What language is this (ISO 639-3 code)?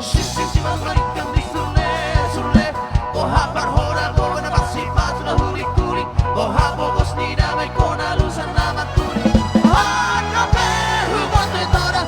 bbc